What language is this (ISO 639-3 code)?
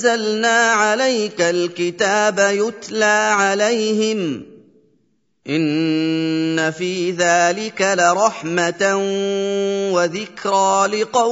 ara